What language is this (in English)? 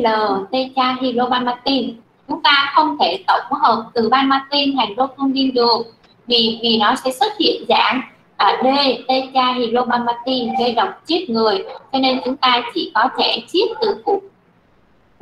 Vietnamese